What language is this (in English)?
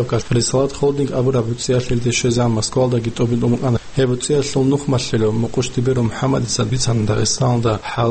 Avaric